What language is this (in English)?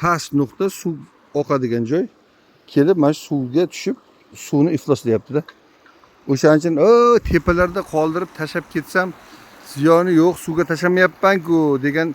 Uzbek